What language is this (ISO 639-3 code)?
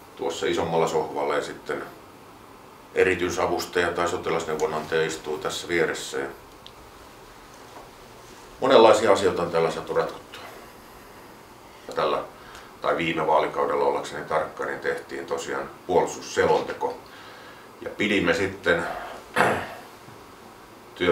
fin